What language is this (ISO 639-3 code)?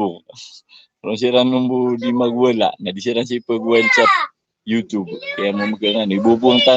mrw